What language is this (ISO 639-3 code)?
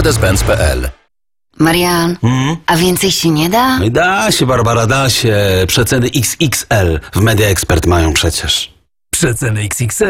pol